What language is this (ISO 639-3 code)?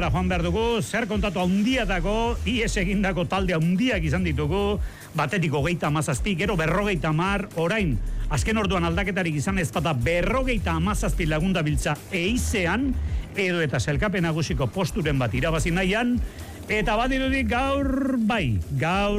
eus